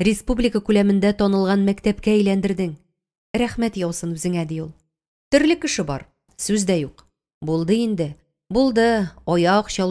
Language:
Tatar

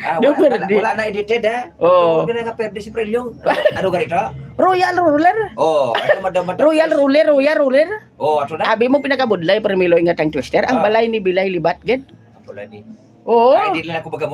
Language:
Hiligaynon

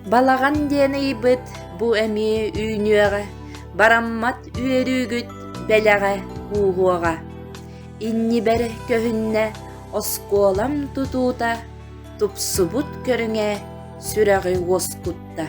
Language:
Yakut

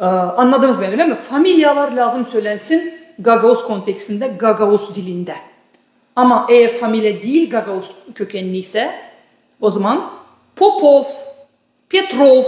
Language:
Gagauz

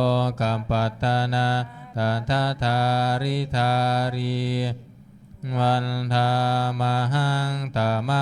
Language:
Pali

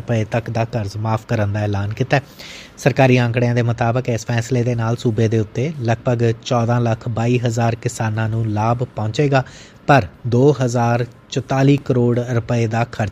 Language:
Punjabi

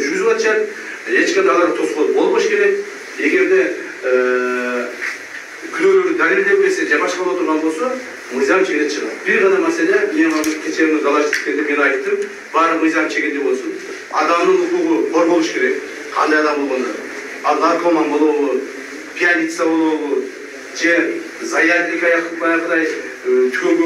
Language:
Kyrgyz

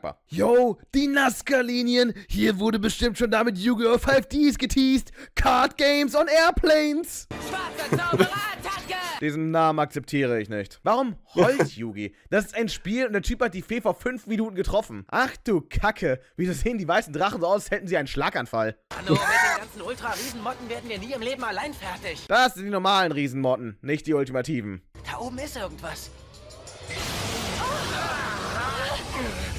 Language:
German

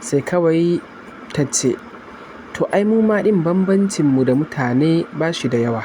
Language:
Hausa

